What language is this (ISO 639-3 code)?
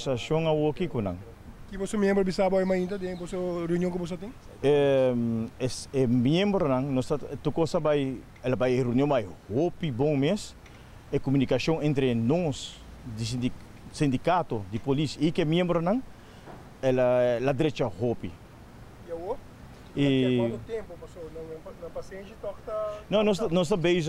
pap